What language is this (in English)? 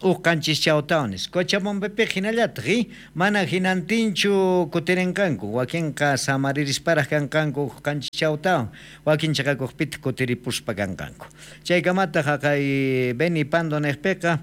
South Bolivian Quechua